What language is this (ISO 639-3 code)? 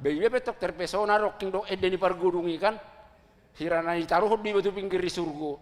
bbc